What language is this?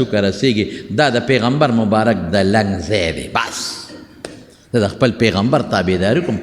Pashto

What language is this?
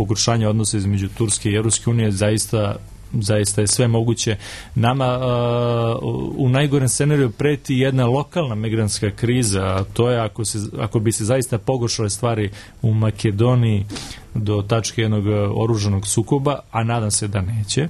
Serbian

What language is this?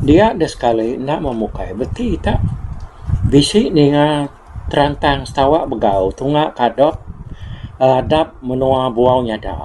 Iban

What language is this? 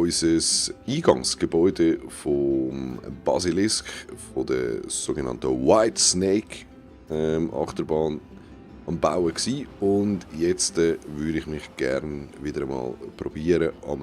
Swiss German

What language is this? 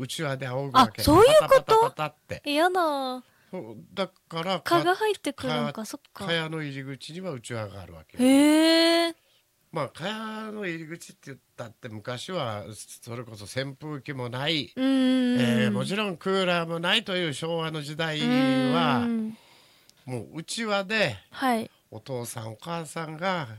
Japanese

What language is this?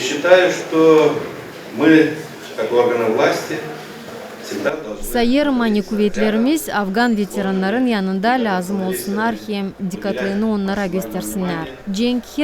Gagauz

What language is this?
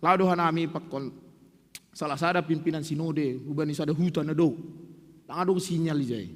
Batak Simalungun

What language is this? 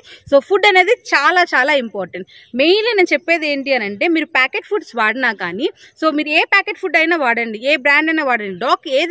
Telugu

